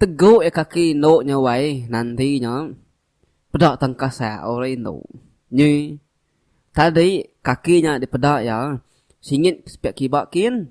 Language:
Iban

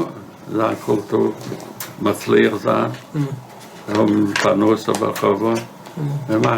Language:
Yiddish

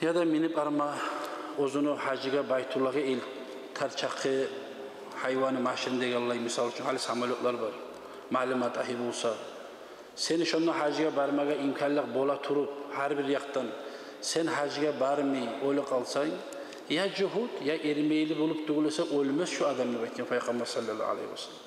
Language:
Kumyk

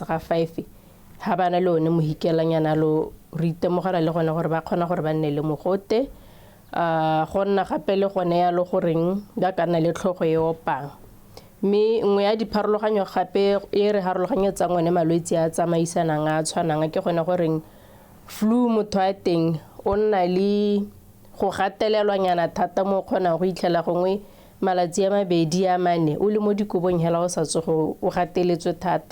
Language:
Tswana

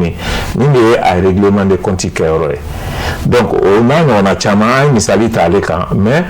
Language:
Bambara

